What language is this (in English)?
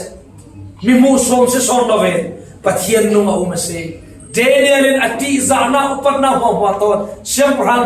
Falam Chin